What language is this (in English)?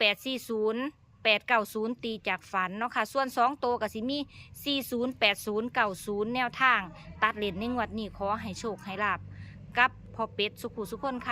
Northeastern Thai